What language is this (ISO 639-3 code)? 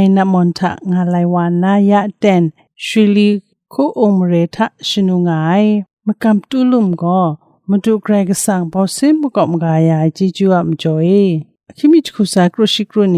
kac